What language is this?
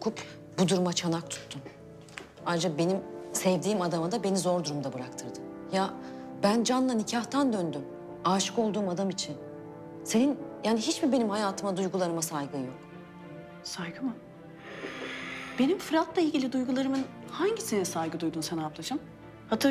Turkish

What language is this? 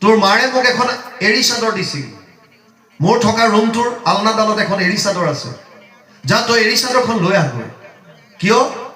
Assamese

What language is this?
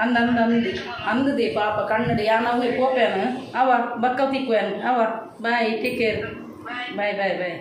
Tulu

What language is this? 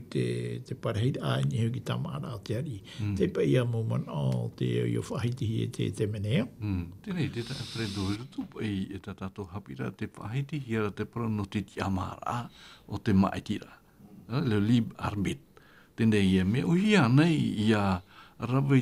Tahitian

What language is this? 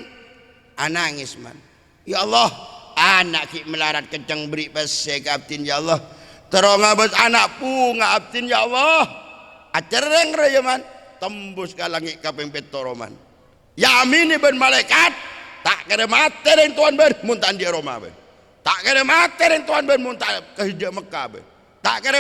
Madurese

